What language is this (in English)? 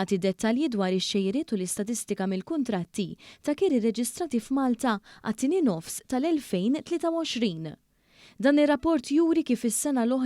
Maltese